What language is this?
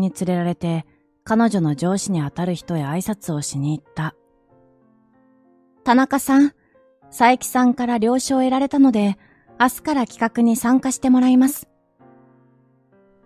Japanese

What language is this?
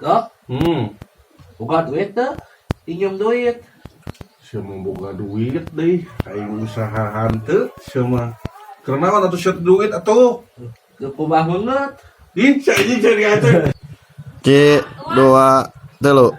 Sundanese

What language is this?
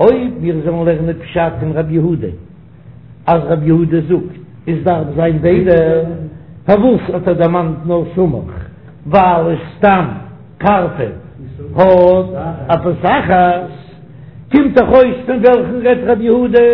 Yiddish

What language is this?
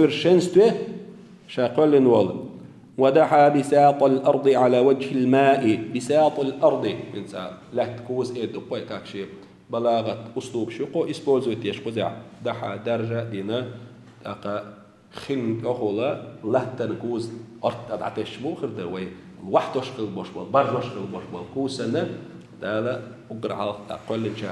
Chechen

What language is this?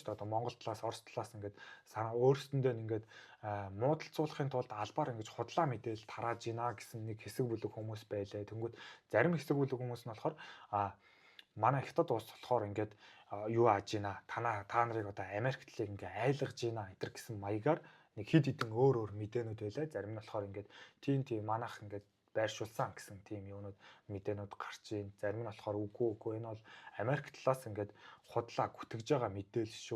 Mongolian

